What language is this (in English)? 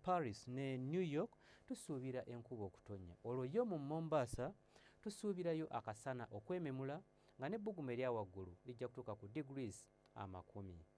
Ganda